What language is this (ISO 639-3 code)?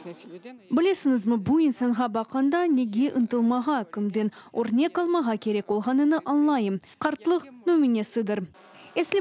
crh